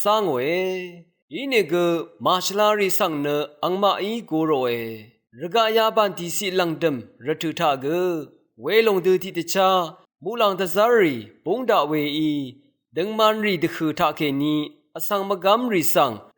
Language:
Rawang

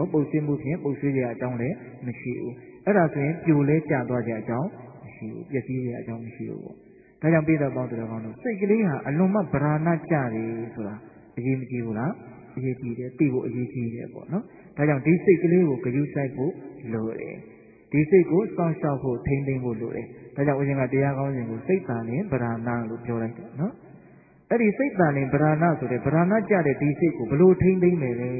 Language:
Burmese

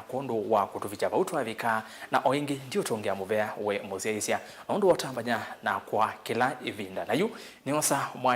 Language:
Kamba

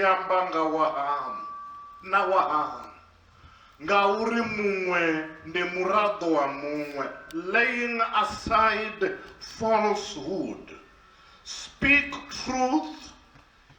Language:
Venda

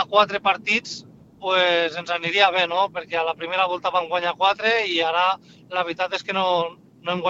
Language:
Catalan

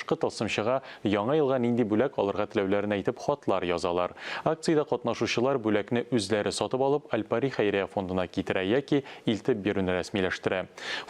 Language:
Tatar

